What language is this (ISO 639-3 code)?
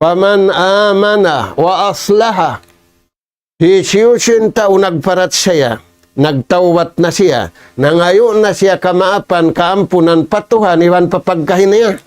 tsg